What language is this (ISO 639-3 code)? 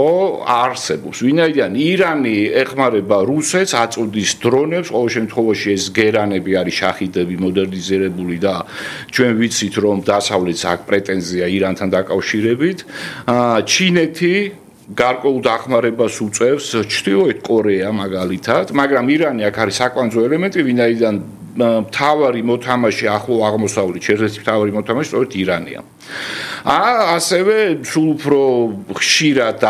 kat